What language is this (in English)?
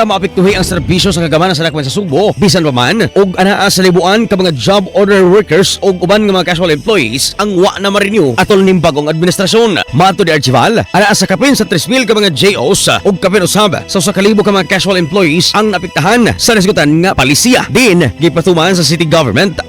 Cebuano